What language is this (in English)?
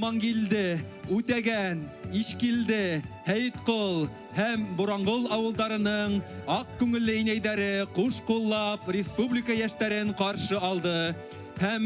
Bashkir